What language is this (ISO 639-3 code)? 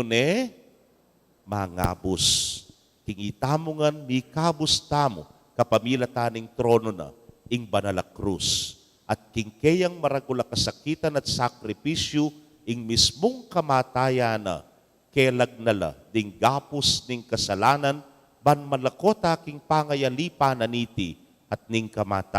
pam